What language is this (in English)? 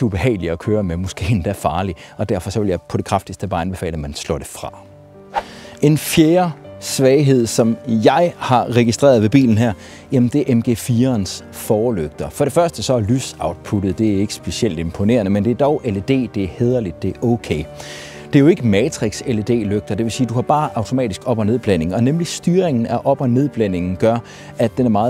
Danish